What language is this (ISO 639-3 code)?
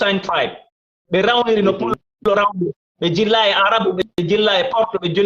ful